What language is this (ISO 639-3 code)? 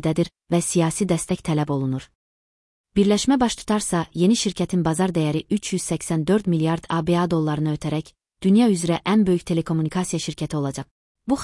aze